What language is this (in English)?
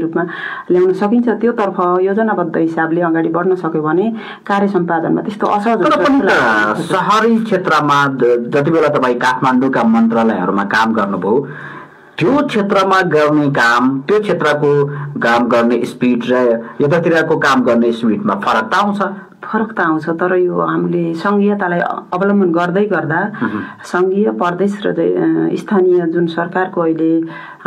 Nepali